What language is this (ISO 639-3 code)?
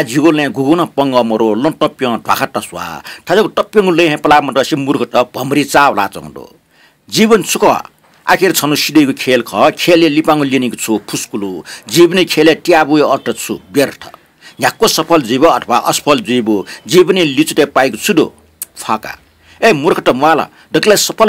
new